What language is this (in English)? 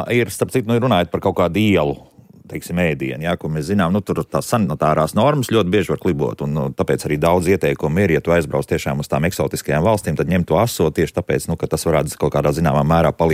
Latvian